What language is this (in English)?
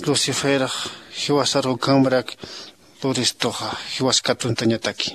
Aymara